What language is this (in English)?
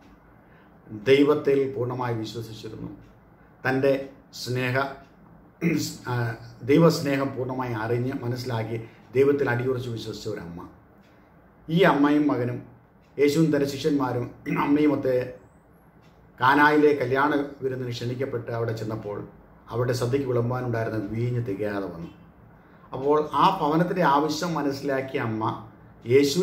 Malayalam